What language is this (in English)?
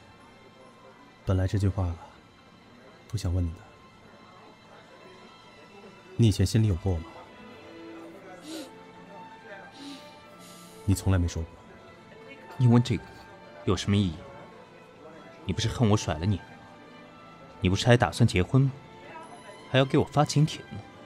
Chinese